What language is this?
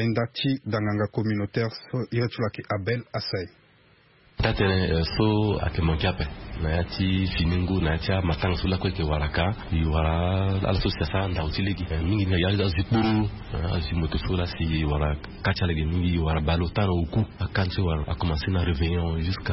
Sango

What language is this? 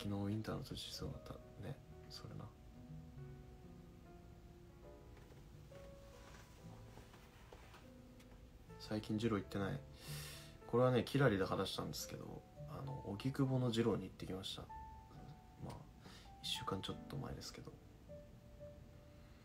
Japanese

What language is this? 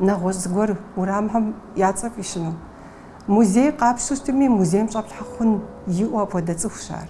Kabardian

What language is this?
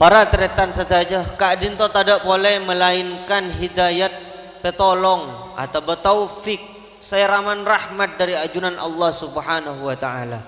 Madurese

